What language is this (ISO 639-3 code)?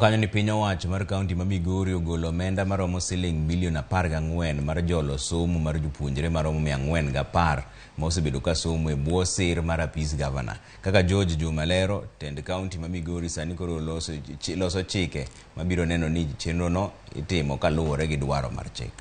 luo